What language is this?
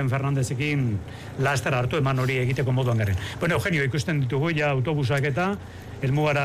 Basque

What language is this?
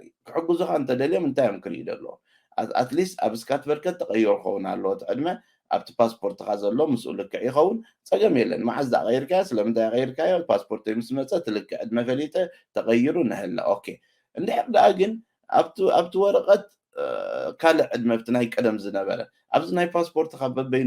Tigrinya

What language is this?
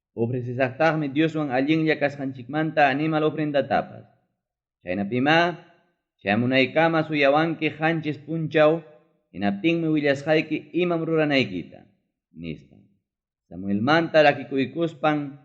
Ayacucho Quechua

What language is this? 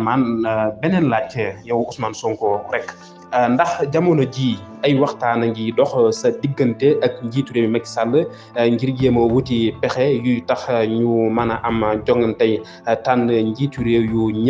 Wolof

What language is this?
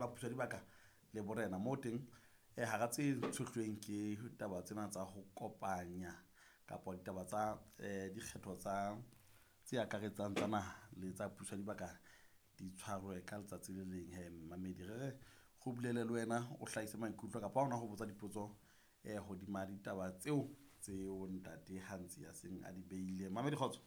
Southern Sotho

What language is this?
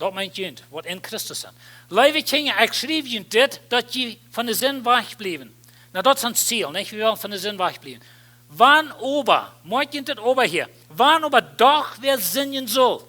Plautdietsch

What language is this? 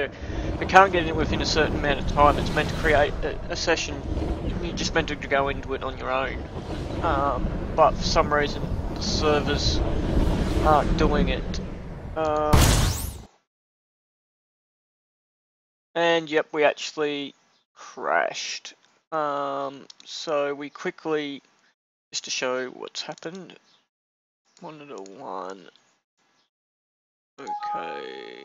English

